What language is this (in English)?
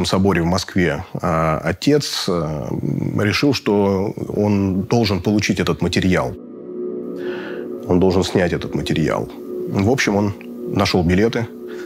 Russian